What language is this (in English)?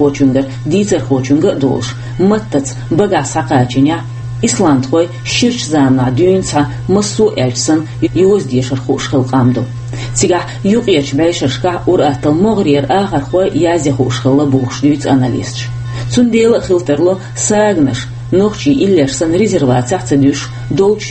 Chechen